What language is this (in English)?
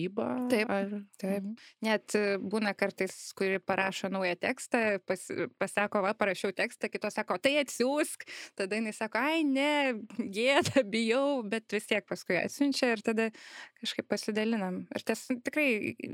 Lithuanian